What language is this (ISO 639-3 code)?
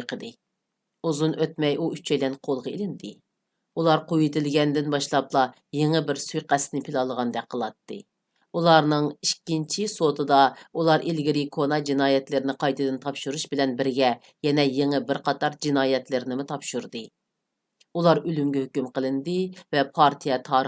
uig